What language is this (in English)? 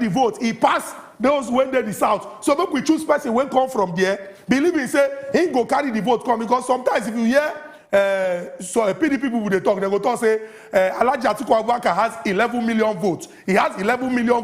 Nigerian Pidgin